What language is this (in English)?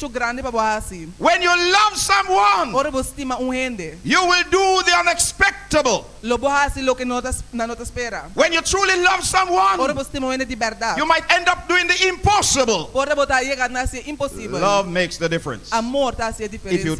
Papiamento